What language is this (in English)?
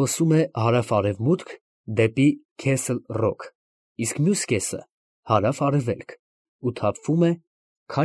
Armenian